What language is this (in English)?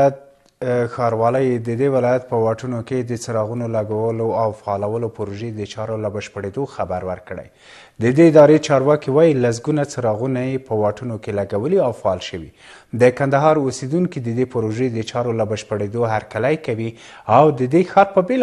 Pashto